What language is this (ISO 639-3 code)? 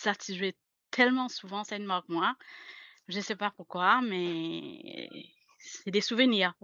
mfe